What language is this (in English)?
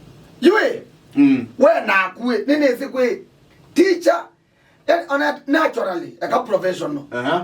Kamba